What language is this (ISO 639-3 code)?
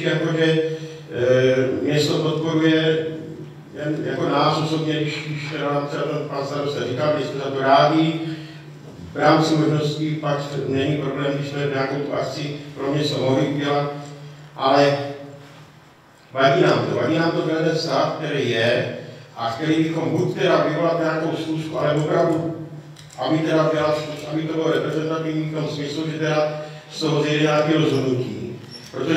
ces